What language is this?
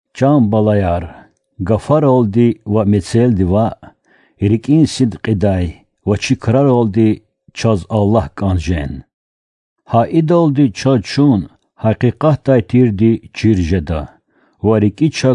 Lezghian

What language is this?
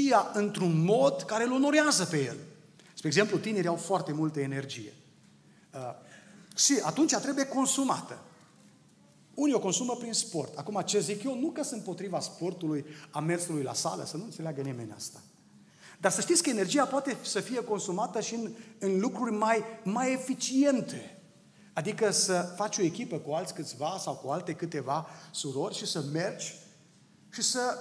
Romanian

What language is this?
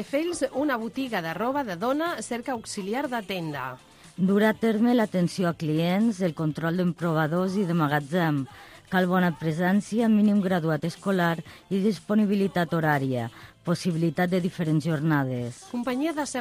Catalan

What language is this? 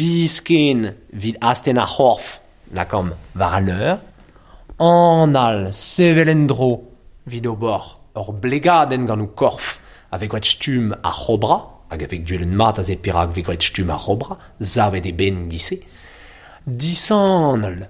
Breton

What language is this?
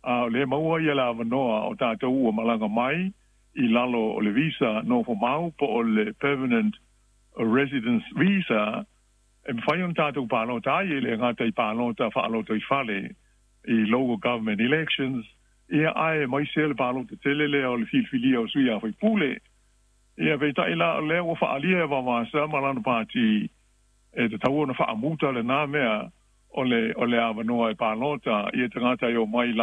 Samoan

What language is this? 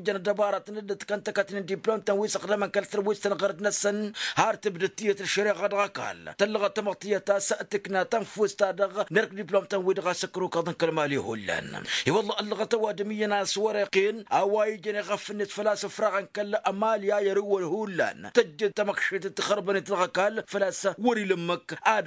Tamasheq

